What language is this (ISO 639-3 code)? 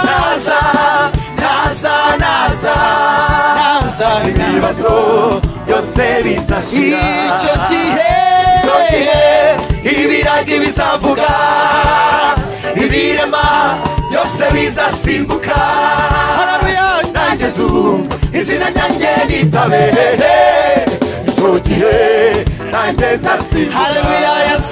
kin